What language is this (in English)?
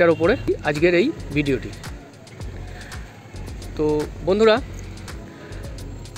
Bangla